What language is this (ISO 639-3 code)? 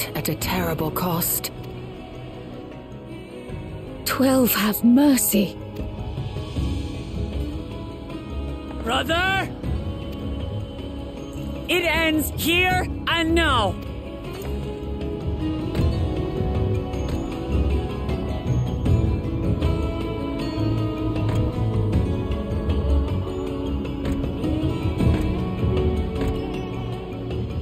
eng